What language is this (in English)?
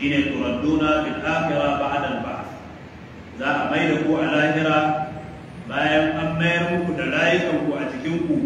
Hausa